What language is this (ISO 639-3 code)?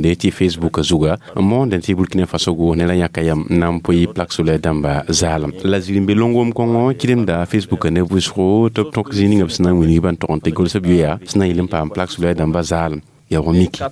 mos